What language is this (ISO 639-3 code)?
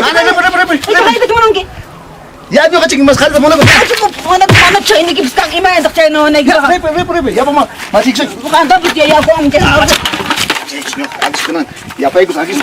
quy